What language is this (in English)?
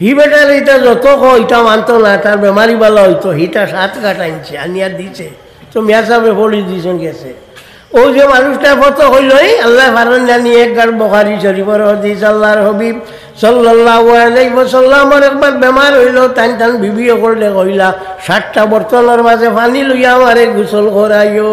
Sylheti